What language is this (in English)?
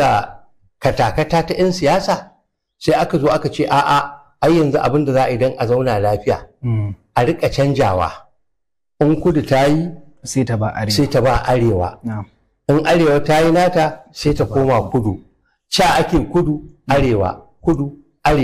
Hausa